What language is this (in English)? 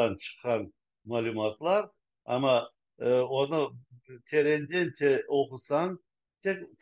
Crimean Tatar